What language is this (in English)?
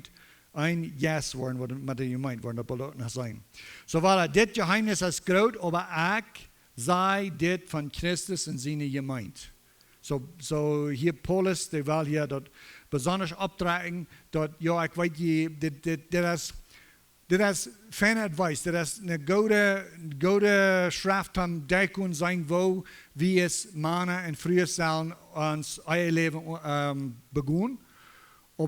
Plautdietsch